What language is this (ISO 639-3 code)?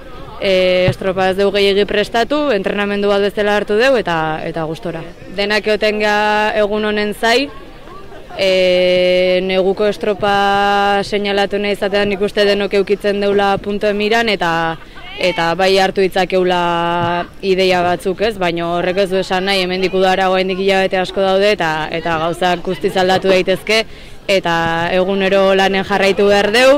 eus